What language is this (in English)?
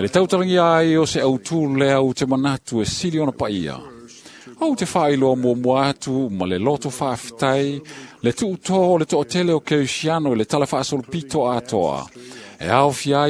Samoan